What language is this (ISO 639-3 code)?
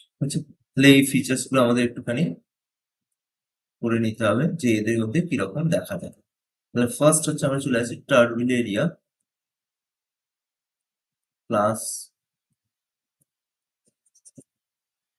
ben